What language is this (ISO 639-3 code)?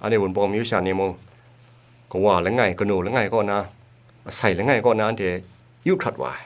kac